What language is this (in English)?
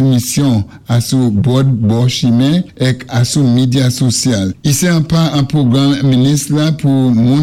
Saint Lucian Creole French